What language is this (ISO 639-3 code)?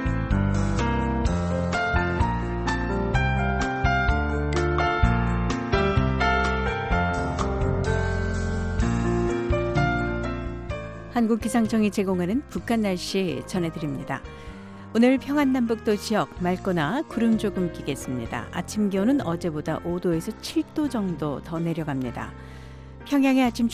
kor